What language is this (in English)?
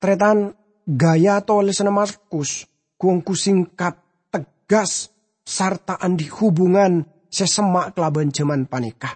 Madurese